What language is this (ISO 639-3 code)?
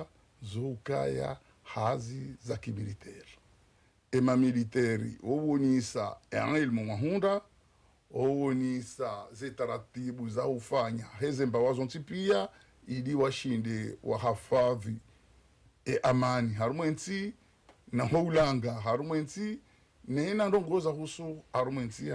zdj